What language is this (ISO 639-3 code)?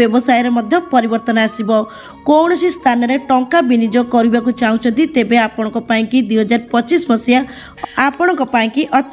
ori